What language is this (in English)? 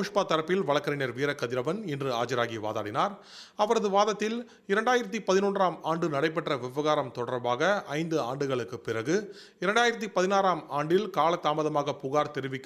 Tamil